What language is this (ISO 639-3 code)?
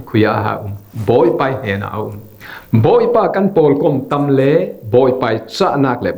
cfm